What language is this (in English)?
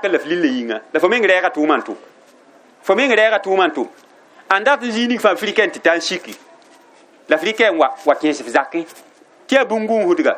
Mossi